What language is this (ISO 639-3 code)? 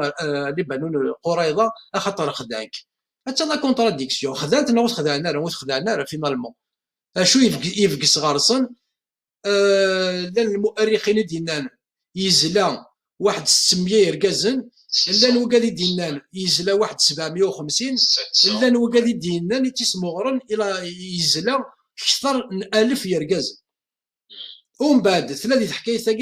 kab